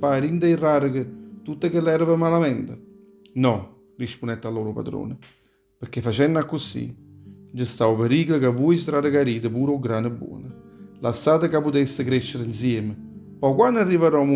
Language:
Neapolitan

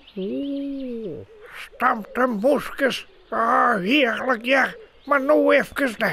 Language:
Western Frisian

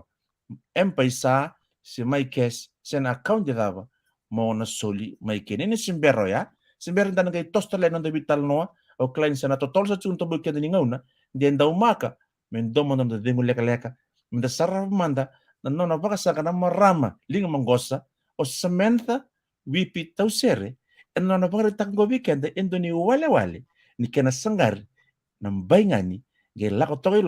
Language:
Fijian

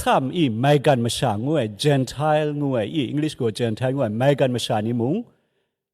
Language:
Kachin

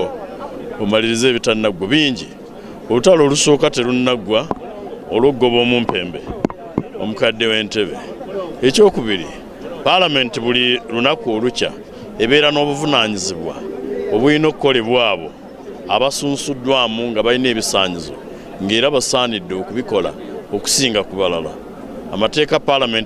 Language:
Ganda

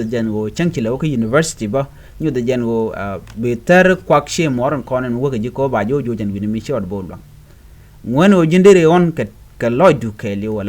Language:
Nuer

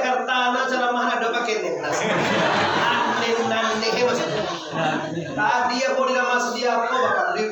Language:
Minangkabau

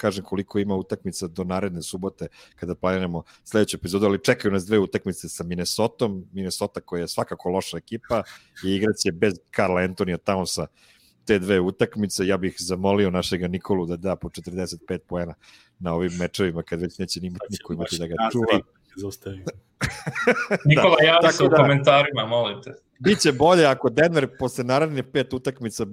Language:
Serbian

